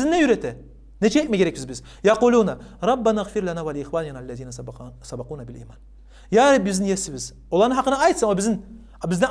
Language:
Kumyk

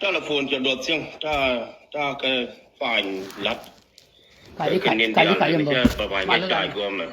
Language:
Nuer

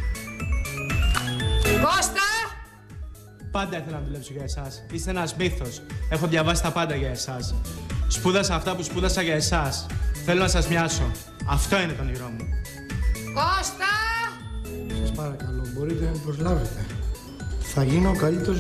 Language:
Greek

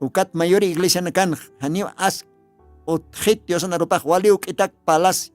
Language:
Aymara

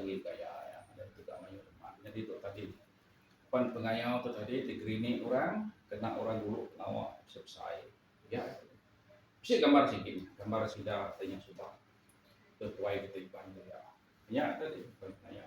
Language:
Iban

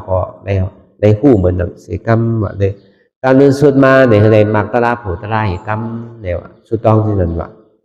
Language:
Shan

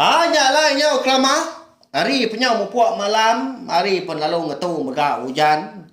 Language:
Iban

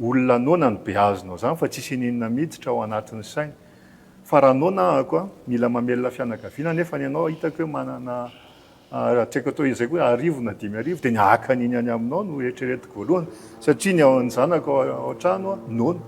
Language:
Malagasy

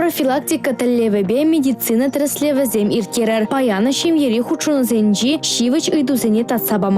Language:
Chuvash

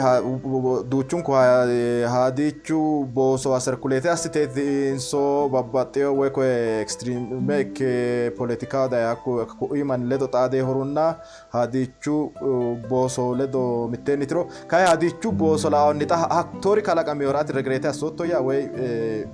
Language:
Sidamo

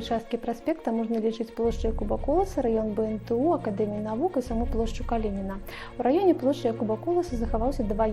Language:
Belarusian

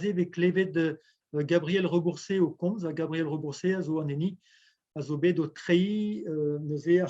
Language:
Breton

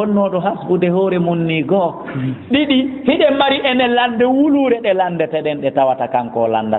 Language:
Fula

